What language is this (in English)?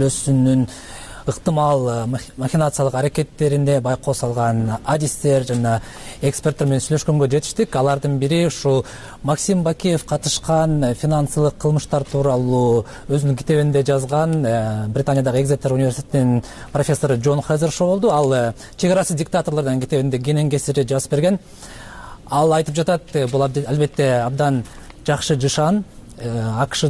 Kyrgyz